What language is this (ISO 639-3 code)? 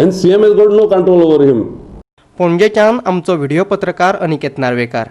kok